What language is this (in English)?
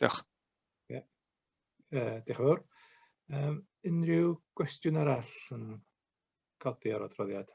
Welsh